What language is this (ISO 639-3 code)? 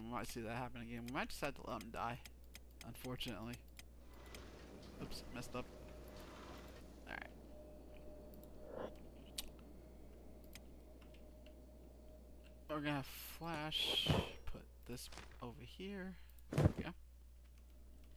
eng